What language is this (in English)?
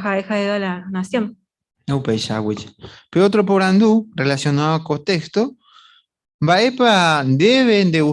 Guarani